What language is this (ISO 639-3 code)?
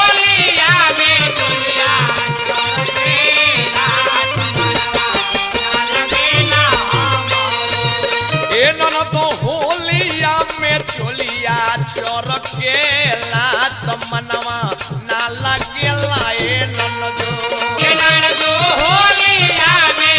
bho